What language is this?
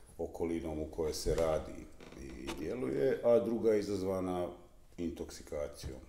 Bosnian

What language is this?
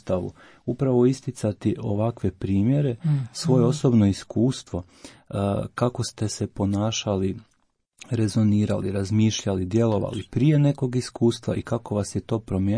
Croatian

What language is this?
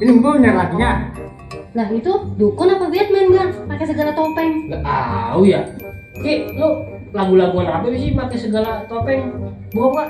Betawi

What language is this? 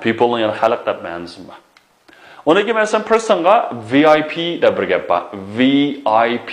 Uyghur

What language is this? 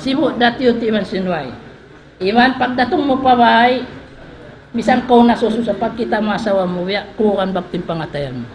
Tausug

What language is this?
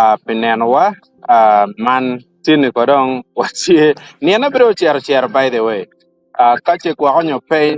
Acoli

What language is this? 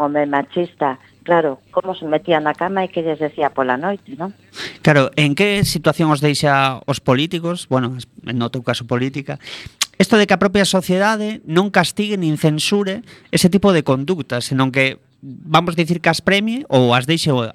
Galician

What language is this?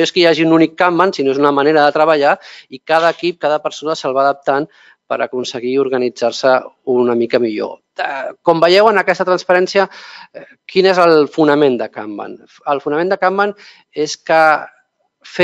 Catalan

